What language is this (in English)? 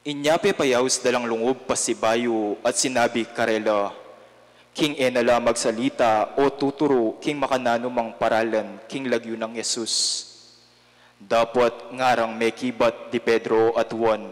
Pampanga